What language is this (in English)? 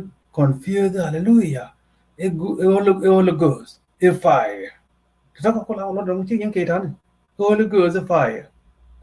Nuer